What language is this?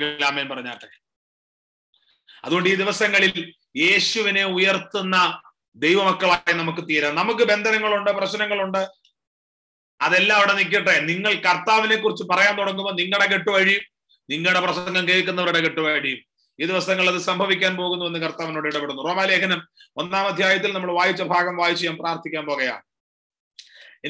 Malayalam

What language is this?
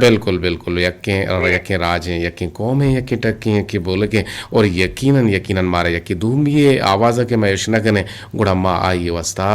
Eastern Balochi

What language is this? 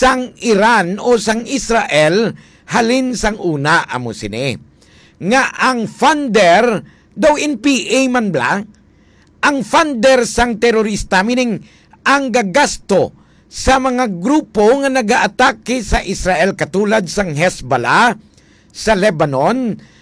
Hiligaynon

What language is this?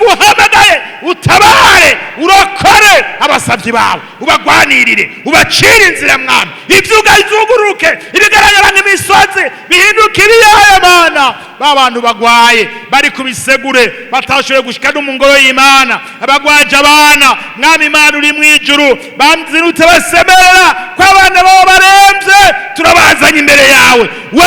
Rundi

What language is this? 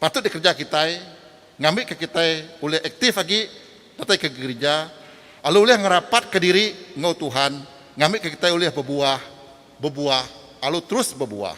Iban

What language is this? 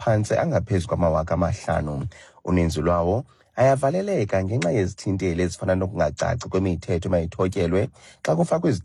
Xhosa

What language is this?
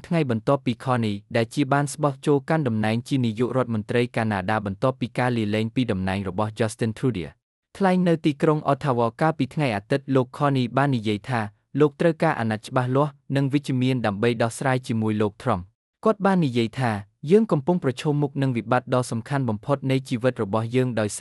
Khmer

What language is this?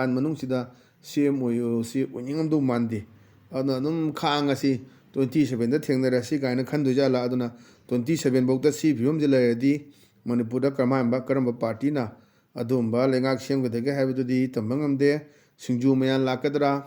Manipuri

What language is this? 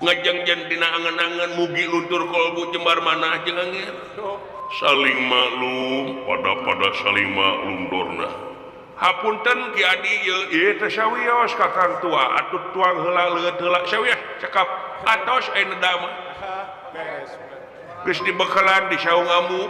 Sundanese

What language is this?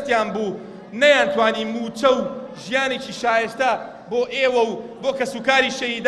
Central Kurdish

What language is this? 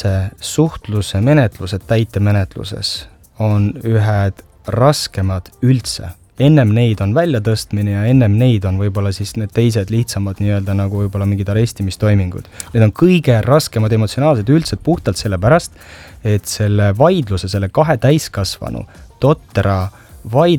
Estonian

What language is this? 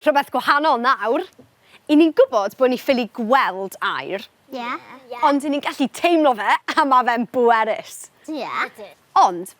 Welsh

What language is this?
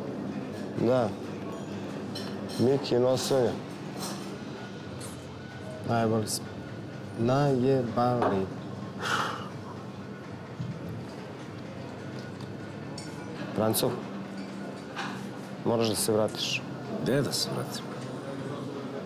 Serbian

